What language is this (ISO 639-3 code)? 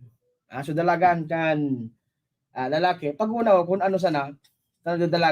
bik